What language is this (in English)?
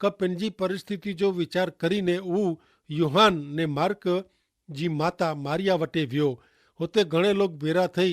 Kachhi